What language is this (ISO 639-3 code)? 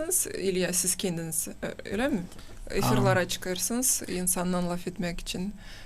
gag